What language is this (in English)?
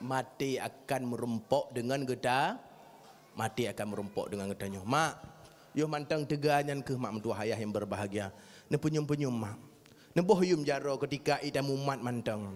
Achinese